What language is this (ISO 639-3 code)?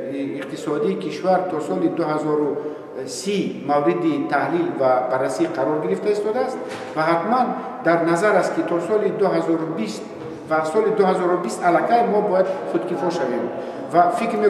tgk